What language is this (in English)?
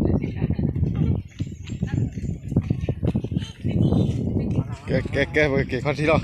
S'gaw Karen